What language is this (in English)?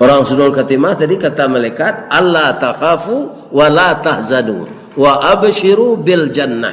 Minangkabau